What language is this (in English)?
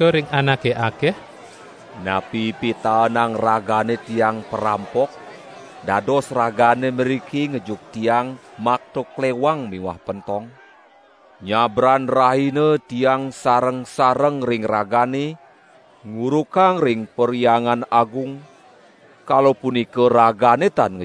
Balinese